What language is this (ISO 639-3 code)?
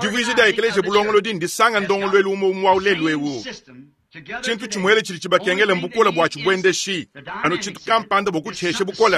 lua